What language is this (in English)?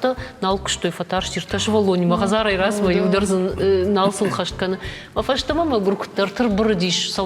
Ossetic